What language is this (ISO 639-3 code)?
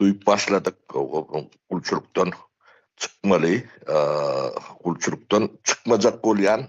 tuk